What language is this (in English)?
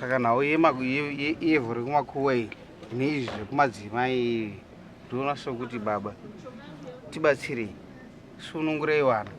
Shona